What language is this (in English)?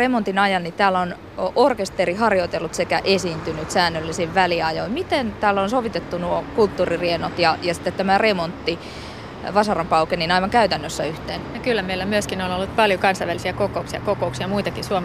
Finnish